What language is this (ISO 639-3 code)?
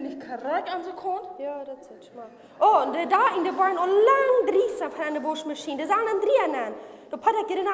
pdt